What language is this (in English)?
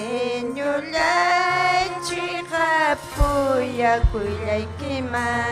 Ayacucho Quechua